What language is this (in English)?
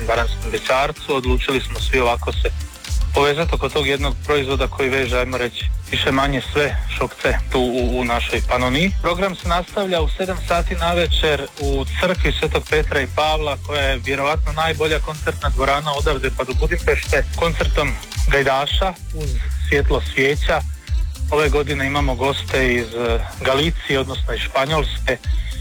Croatian